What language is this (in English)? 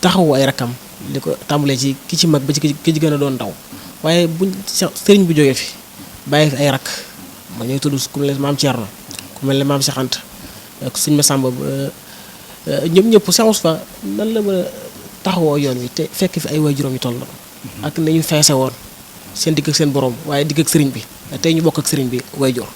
Wolof